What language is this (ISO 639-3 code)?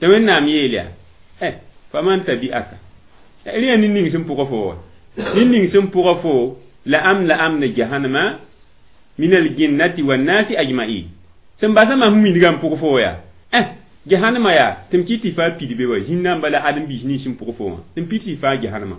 mos